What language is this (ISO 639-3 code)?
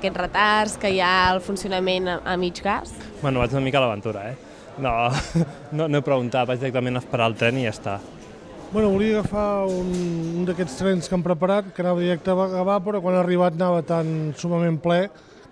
cat